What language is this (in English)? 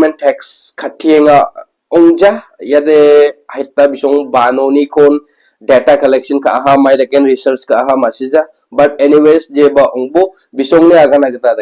Garo